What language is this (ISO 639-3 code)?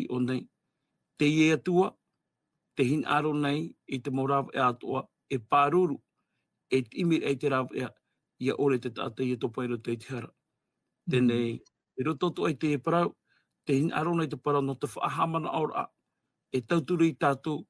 tah